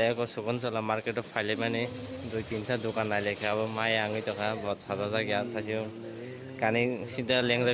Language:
Kok Borok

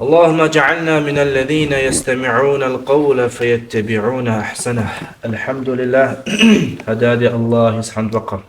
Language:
Dargwa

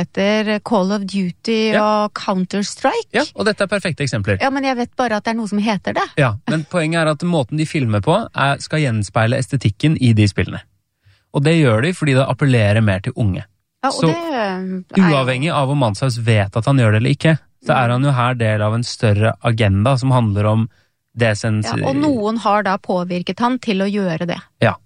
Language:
Norwegian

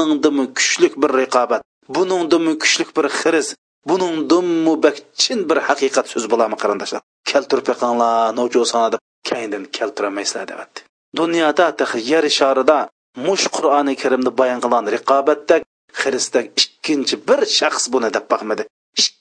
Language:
Uyghur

